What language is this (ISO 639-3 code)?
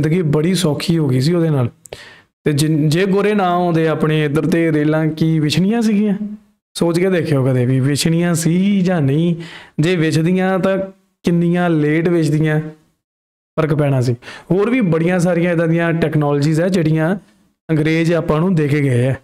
pan